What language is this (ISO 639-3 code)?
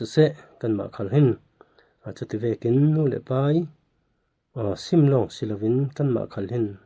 cfm